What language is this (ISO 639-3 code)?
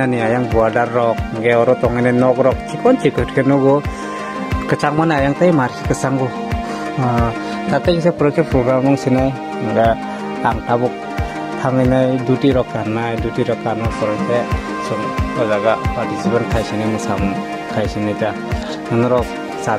trp